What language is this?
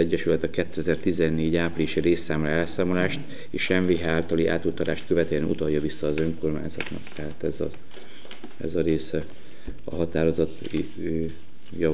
Hungarian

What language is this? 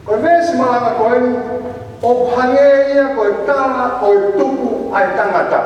Tongan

